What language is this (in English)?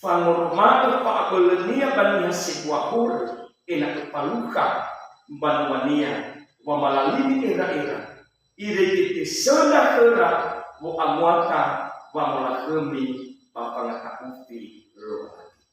Nias